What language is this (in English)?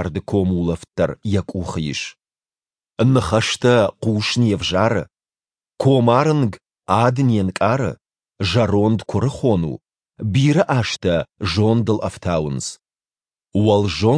Ossetic